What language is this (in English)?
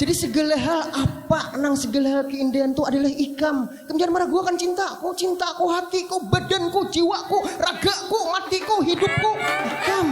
Banjar